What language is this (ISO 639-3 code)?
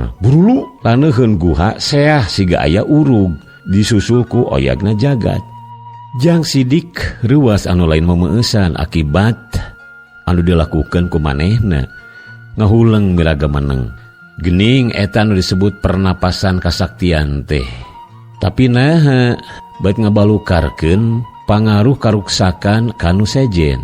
sun